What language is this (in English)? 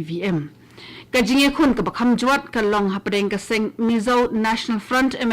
Khasi